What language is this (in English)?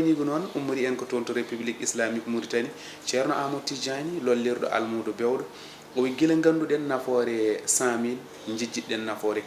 Fula